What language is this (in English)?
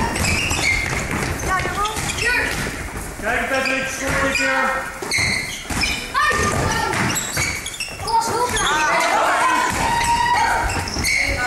Dutch